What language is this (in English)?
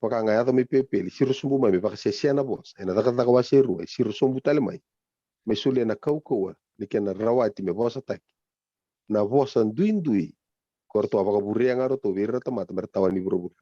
Fijian